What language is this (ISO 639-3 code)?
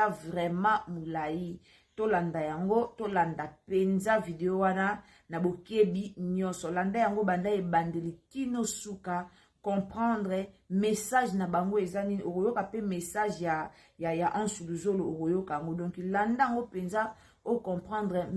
lin